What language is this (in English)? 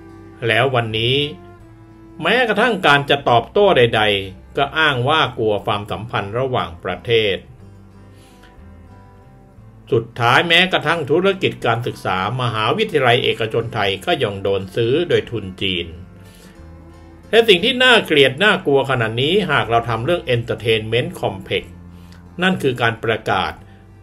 Thai